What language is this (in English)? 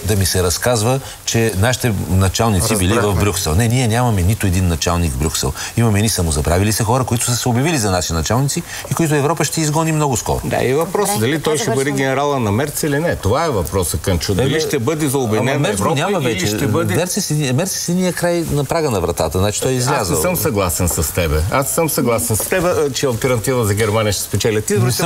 Bulgarian